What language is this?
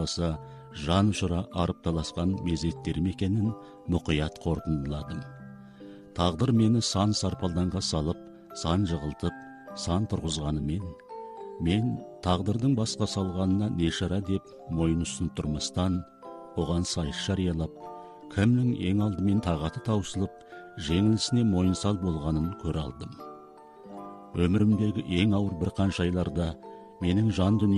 Kazakh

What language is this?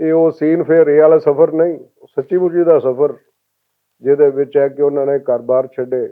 Western Panjabi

